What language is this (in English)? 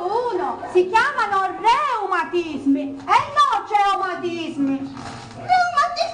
Sicilian